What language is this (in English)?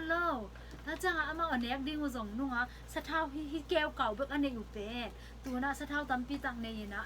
Tedim Chin